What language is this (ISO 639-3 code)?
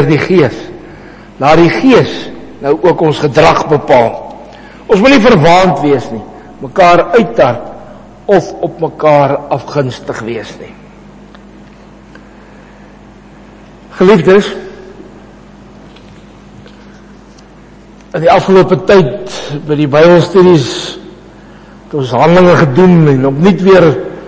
afr